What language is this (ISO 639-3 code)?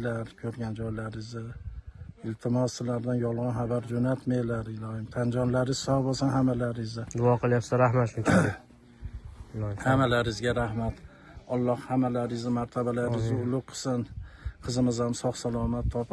uzb